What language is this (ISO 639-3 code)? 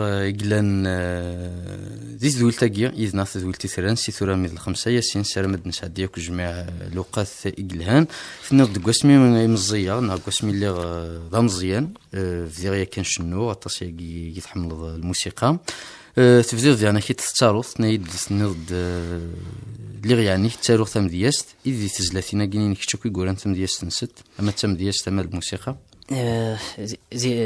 kab